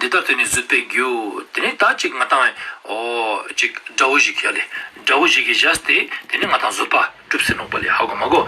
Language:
Ladakhi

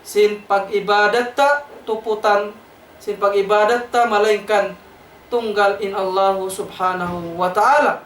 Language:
Tausug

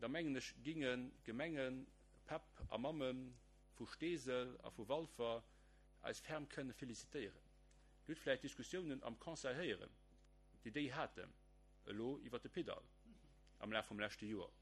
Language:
Luxembourgish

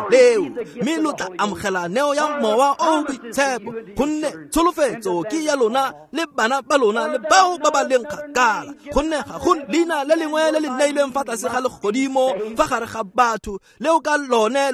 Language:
Tswana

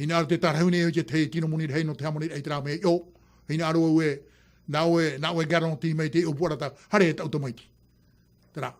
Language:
Tahitian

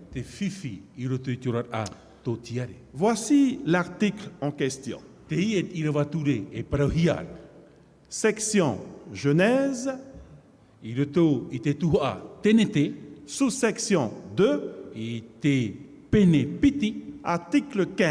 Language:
Tahitian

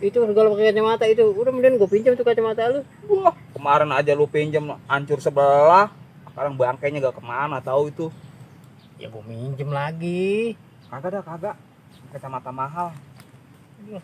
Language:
Betawi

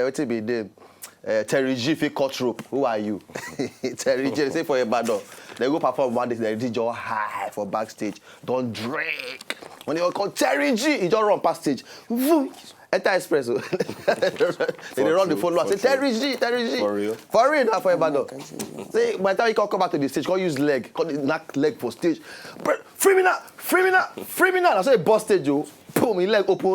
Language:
Nigerian Pidgin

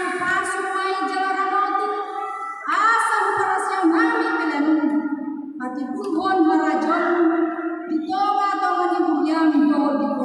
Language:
Batak Toba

